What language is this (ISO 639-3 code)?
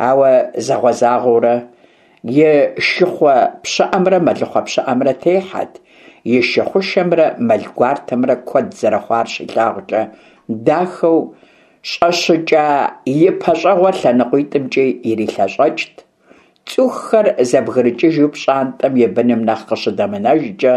kbd